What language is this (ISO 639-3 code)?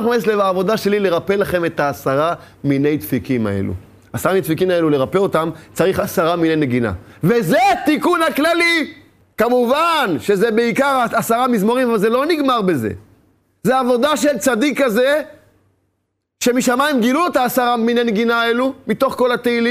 heb